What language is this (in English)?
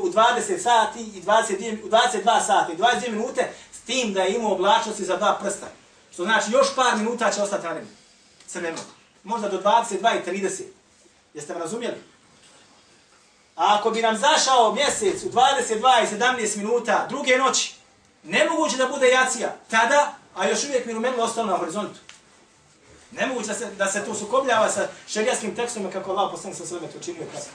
Bosnian